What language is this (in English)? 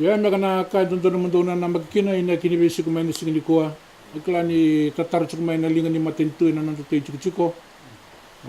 Fijian